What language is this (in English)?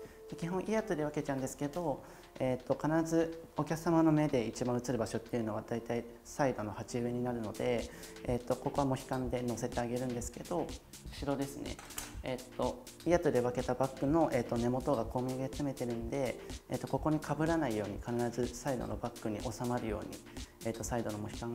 Japanese